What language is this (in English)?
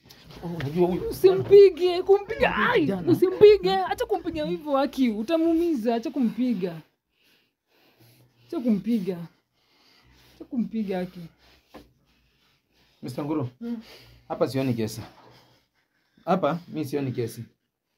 Swahili